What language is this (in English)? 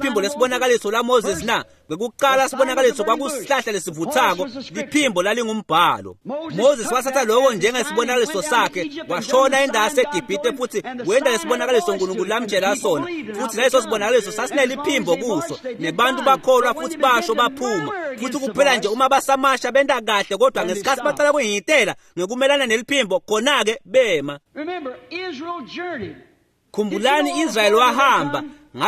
Swati